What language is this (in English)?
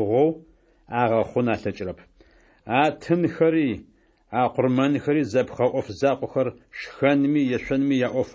Adyghe